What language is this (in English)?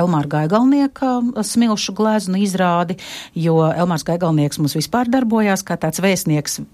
Latvian